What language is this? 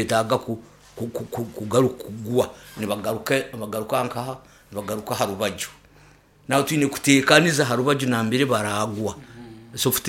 Nyoro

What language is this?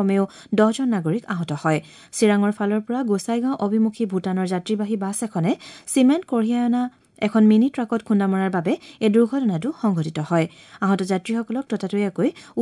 Assamese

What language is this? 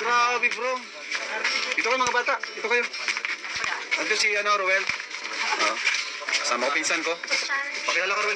Filipino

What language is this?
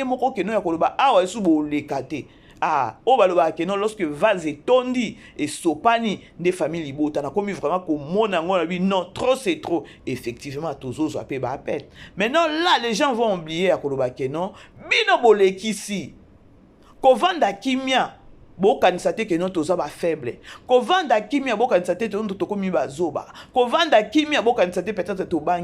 Lingala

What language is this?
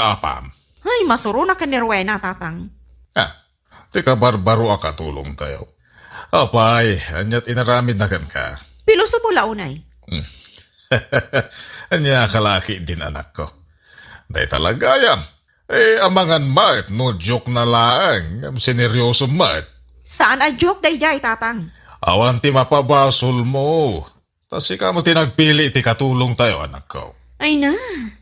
Iloko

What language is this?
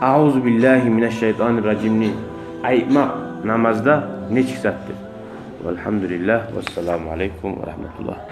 Kumyk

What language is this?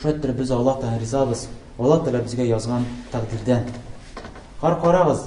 Tatar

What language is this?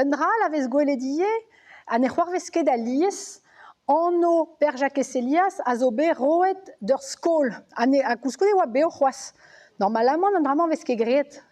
Breton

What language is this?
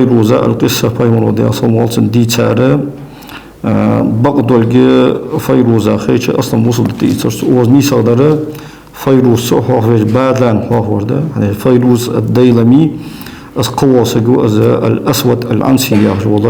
Ingush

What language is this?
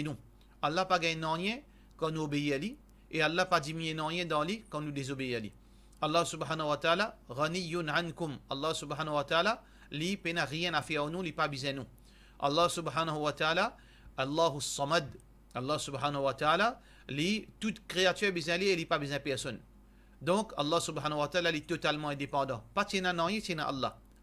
Morisyen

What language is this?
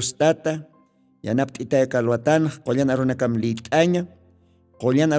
Aymara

